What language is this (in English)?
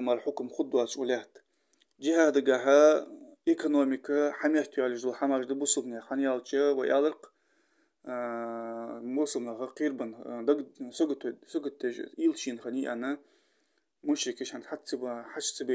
Ingush